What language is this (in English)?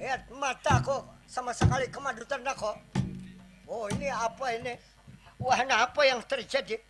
Banjar